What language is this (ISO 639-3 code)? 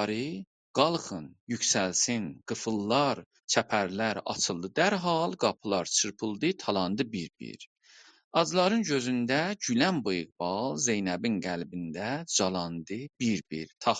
azb